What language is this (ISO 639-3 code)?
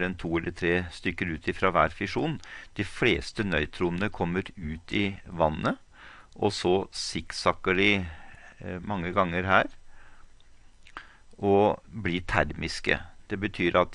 nor